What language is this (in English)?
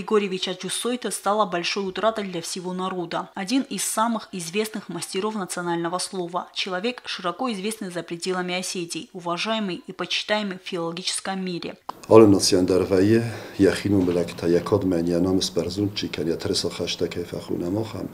Ossetic